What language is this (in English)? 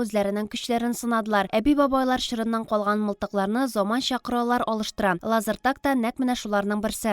Tatar